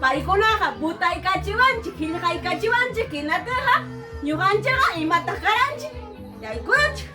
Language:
Ayacucho Quechua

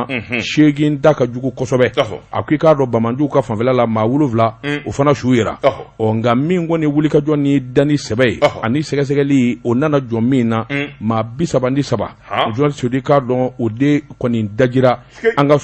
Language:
Bambara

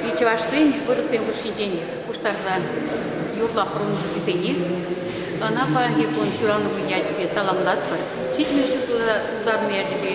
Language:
Chuvash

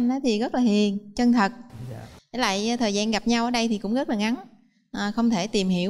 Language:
Vietnamese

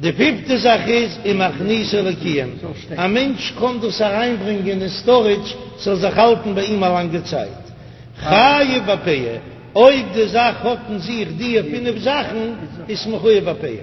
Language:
Yiddish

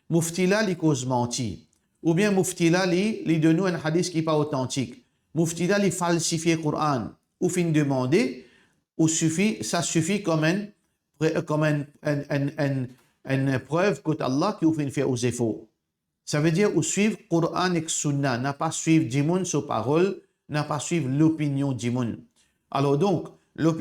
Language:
Morisyen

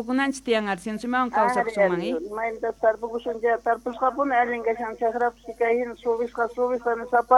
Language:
Quechua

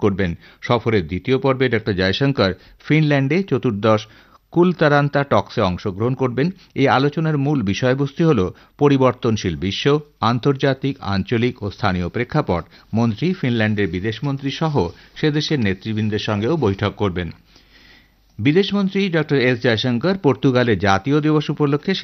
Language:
Bangla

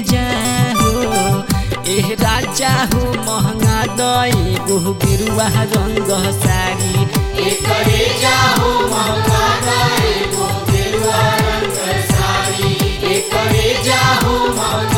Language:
Bhojpuri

